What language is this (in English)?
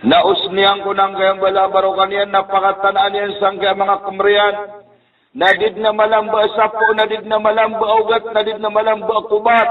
Maranao